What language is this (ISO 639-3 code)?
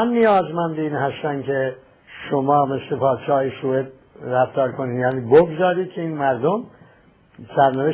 fas